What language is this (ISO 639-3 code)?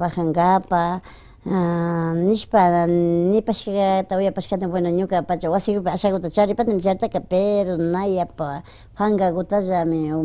qvi